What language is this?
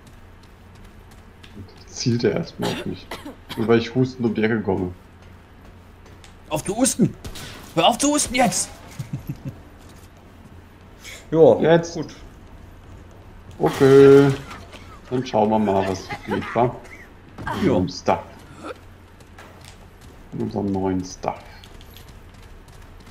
German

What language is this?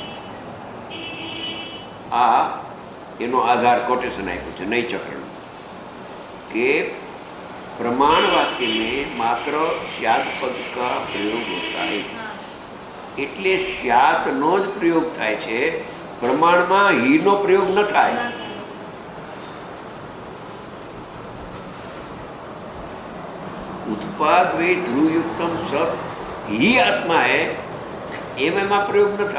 Gujarati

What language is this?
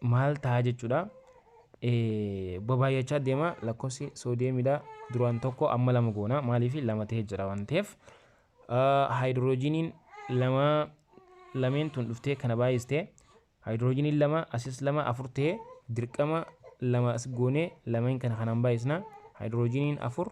Oromo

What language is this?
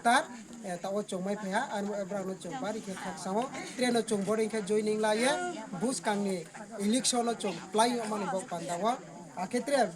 Riang (India)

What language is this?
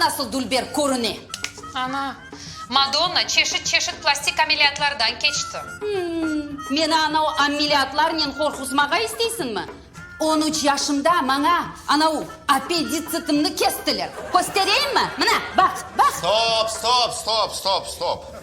Crimean Tatar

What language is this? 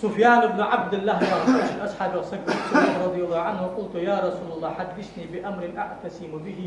Ingush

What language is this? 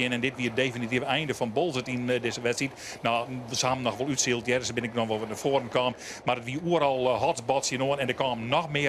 Western Frisian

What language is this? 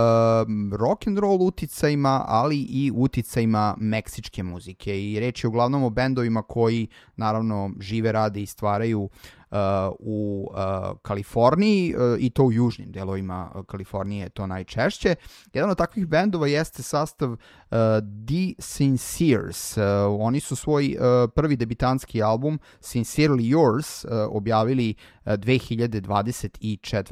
Serbian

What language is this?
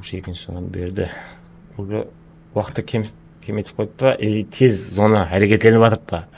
Kara-Kalpak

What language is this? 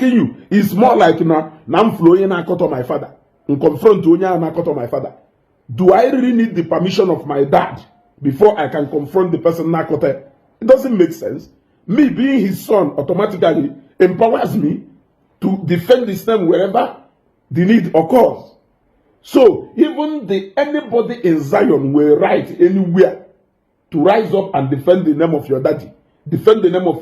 Igbo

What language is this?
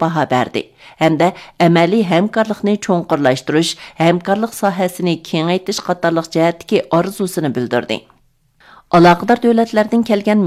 Uyghur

